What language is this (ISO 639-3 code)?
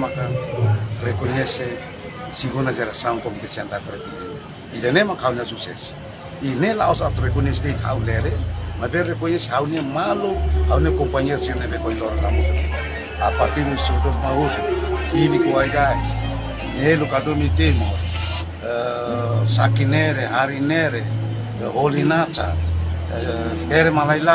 tet